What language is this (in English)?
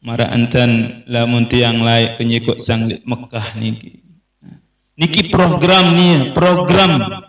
Sasak